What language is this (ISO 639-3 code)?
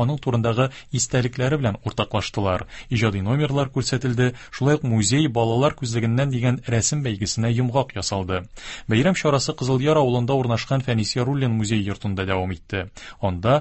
tat